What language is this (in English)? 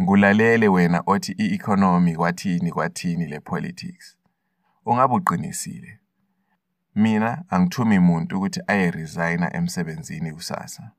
North Ndebele